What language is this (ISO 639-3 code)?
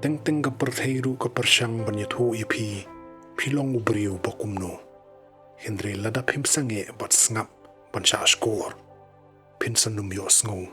kha